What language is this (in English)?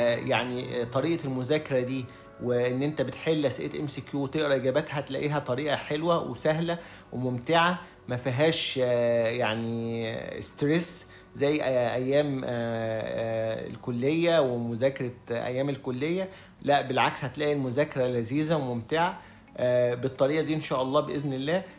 Egyptian Arabic